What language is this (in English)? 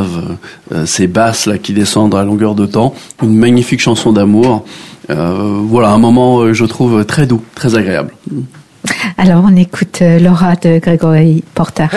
French